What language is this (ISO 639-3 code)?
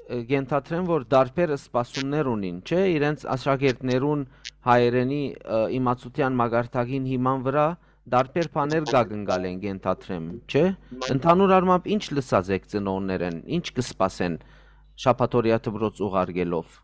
hyw